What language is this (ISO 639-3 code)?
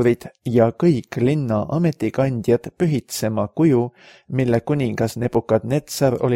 est